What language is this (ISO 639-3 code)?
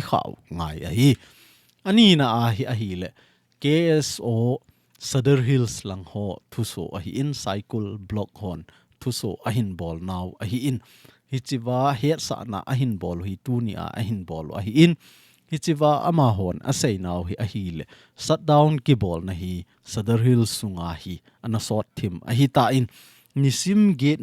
tcz